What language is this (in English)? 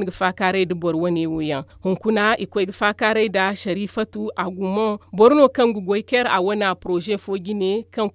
Zarma